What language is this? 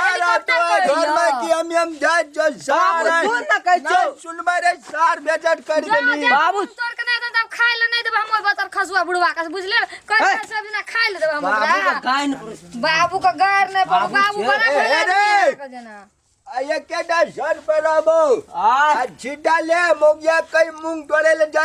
Maithili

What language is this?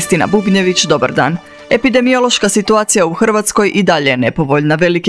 Croatian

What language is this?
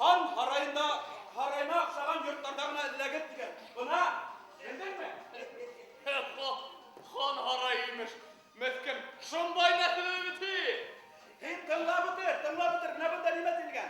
Bashkir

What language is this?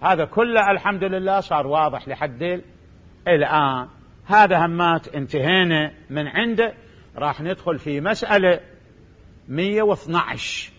Mesopotamian Arabic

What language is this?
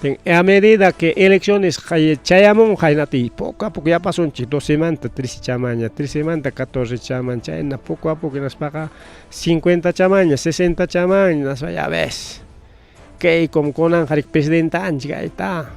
Ayacucho Quechua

